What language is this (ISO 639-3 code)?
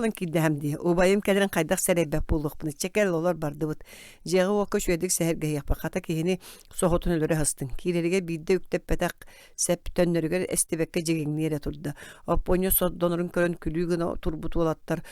sah